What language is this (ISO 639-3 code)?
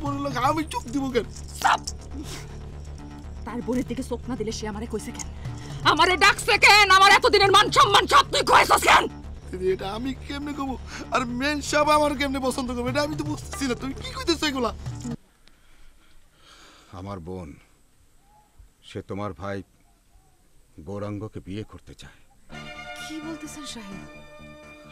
ben